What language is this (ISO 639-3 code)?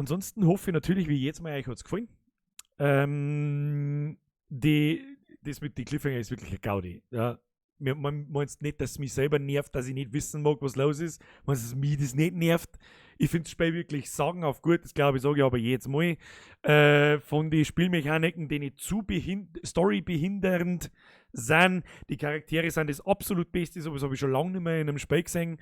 bar